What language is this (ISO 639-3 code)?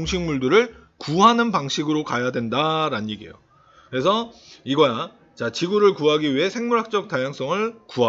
kor